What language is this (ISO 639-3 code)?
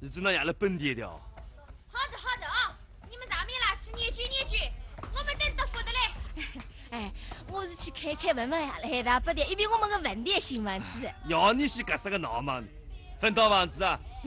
wuu